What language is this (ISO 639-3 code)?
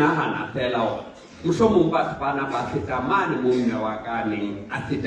sot